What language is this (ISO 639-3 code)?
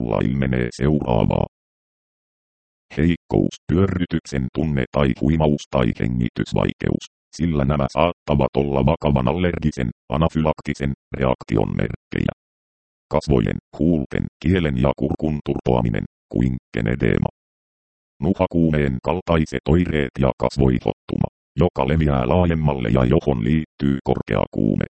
fin